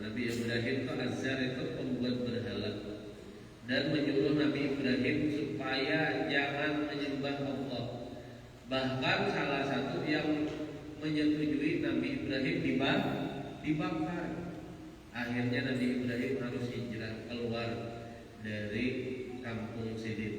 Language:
Banjar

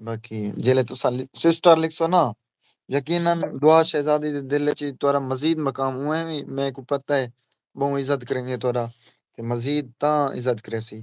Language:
Saraiki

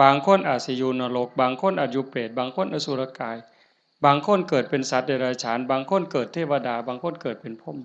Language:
Northeastern Thai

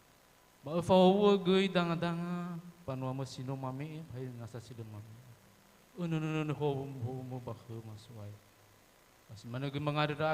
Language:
Nias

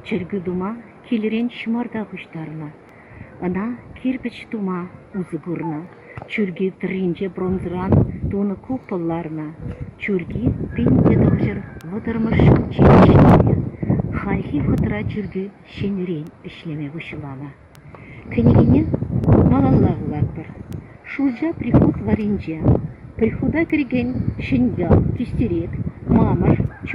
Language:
Chuvash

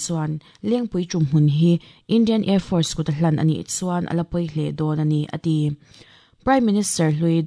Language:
Mizo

